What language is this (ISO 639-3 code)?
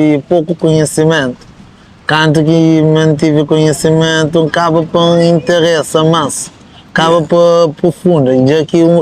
kea